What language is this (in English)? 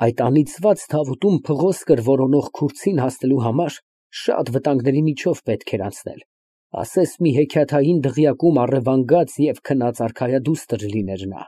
Armenian